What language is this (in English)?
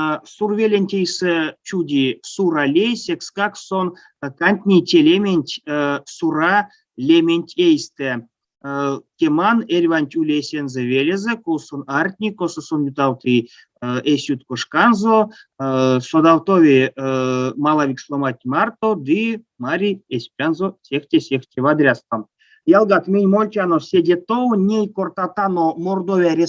Erzya